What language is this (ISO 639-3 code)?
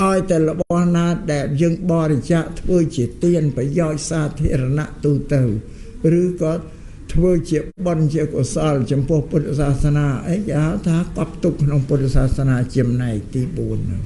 khm